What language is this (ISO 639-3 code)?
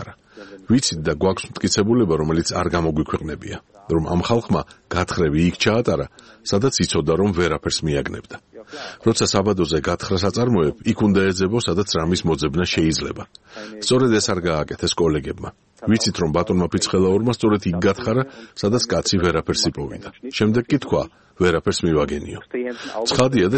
kat